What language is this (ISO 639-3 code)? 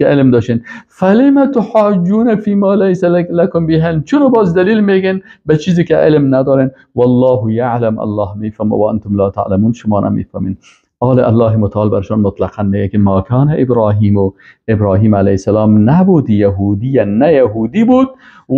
fas